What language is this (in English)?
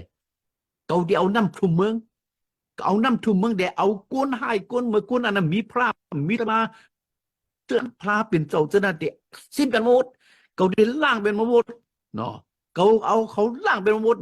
Shan